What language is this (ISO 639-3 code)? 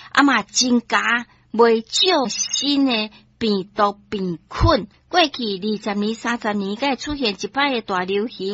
nan